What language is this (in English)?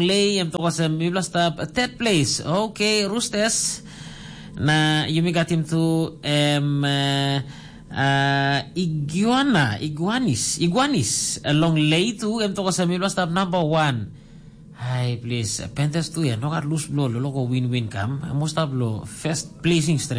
Tok Pisin